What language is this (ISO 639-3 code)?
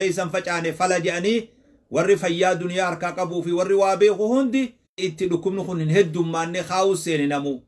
orm